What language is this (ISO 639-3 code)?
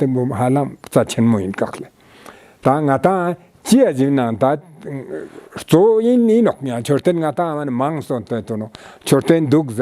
lbj